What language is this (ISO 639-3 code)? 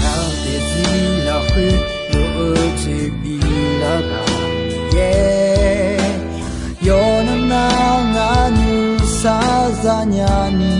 ahk